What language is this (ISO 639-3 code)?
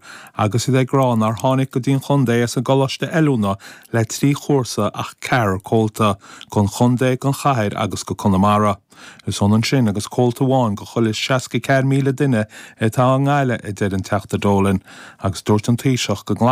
gle